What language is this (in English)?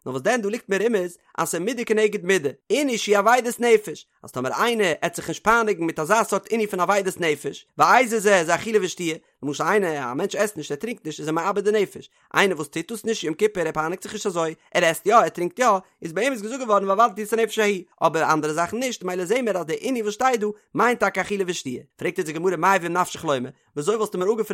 Yiddish